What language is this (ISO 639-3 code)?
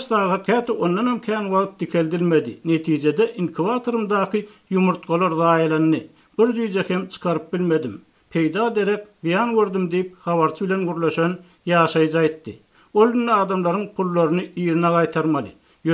tuk